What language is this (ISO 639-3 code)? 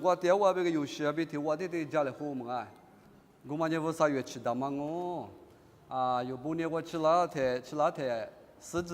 lis